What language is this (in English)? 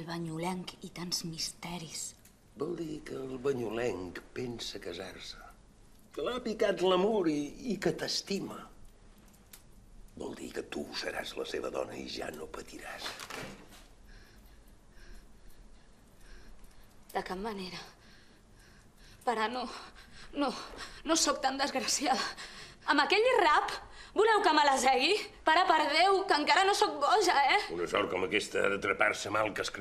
Catalan